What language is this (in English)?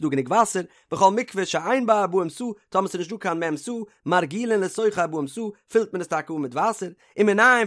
Yiddish